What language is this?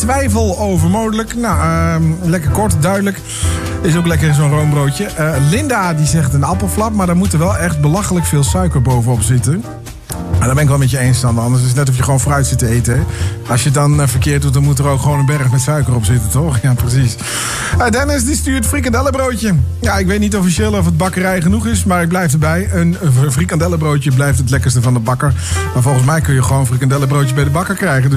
Dutch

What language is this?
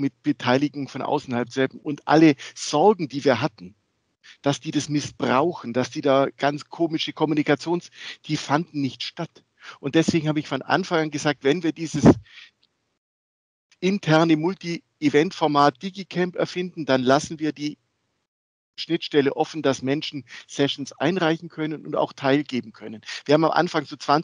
German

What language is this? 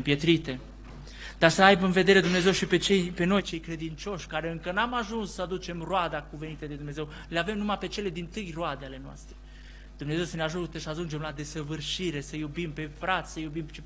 Romanian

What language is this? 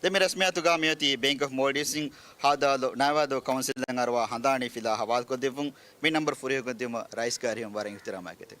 Divehi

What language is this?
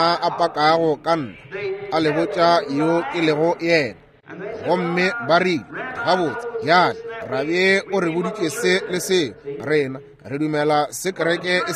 Northern Sotho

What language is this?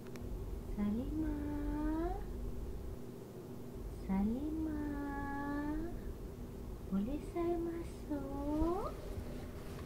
Malay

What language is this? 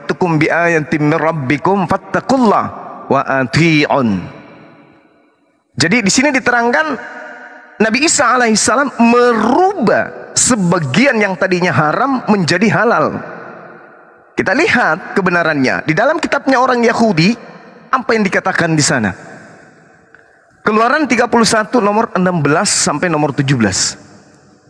Indonesian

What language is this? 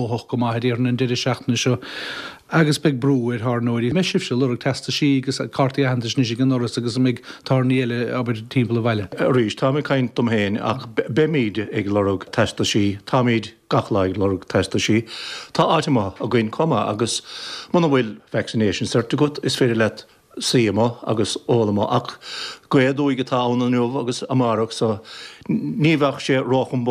Irish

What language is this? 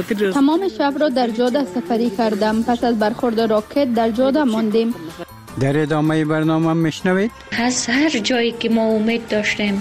Persian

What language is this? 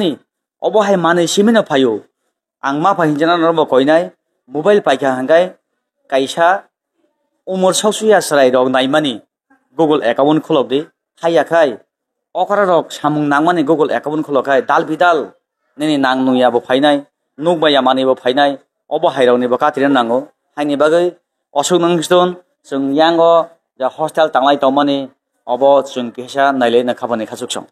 Kok Borok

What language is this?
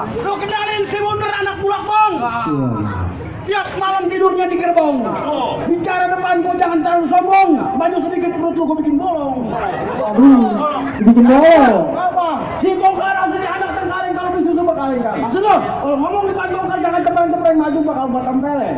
Betawi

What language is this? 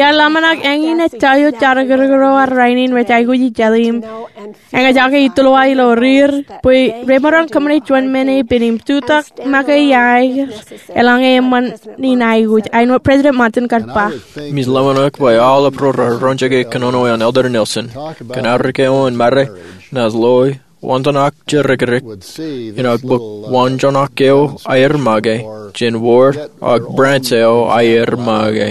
Marshallese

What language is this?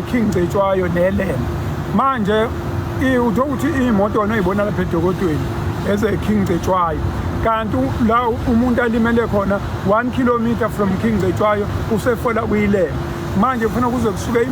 Zulu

